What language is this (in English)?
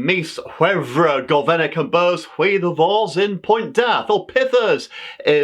Cornish